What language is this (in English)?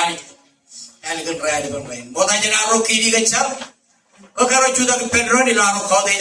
Marshallese